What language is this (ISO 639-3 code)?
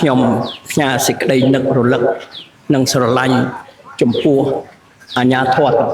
khm